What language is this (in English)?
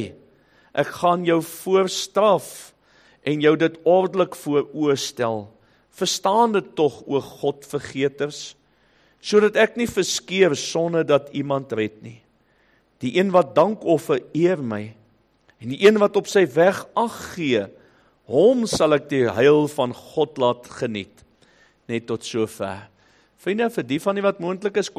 Afrikaans